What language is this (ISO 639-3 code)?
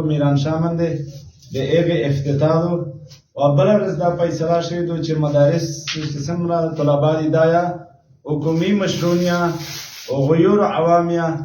pus